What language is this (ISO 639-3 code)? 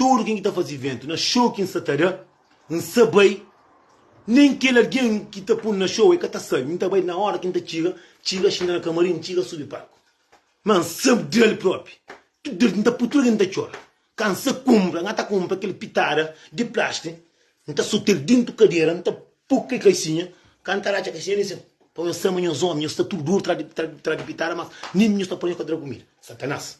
kea